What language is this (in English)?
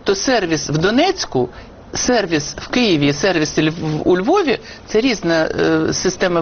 Ukrainian